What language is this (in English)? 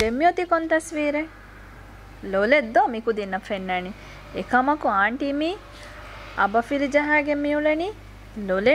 Divehi